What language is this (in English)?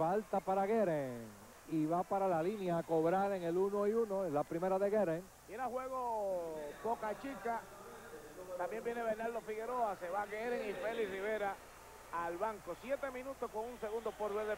Spanish